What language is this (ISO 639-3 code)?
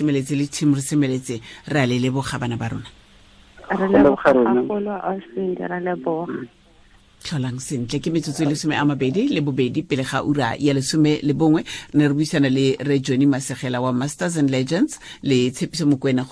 tsn